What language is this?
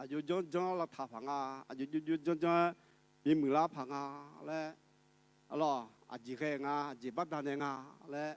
Akha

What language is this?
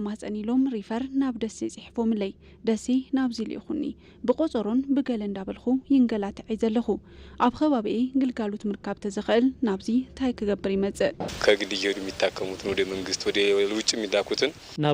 Tigrinya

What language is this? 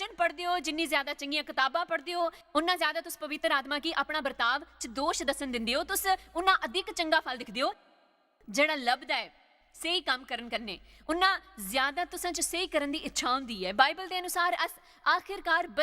Dogri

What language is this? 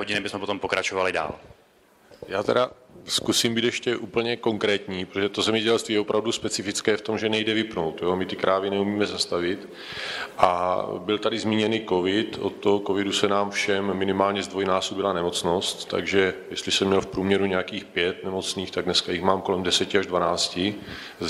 Czech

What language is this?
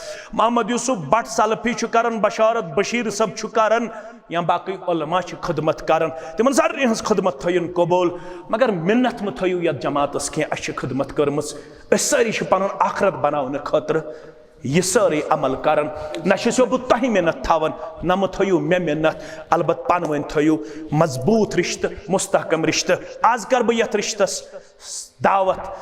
Kashmiri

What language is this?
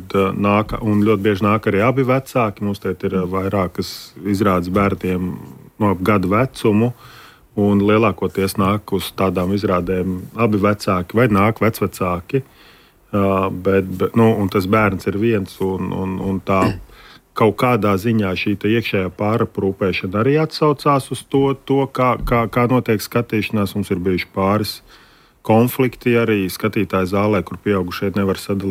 Latvian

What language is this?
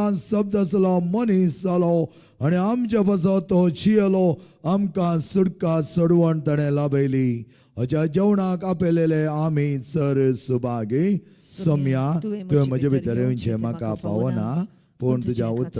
Konkani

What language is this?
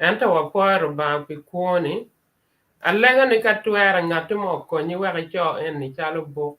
Acoli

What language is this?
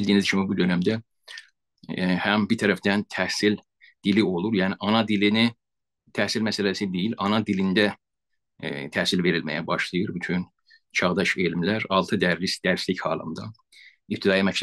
South Azerbaijani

